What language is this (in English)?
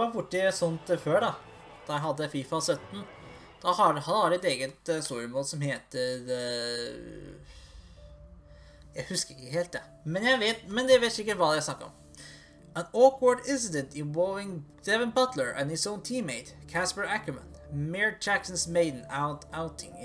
Norwegian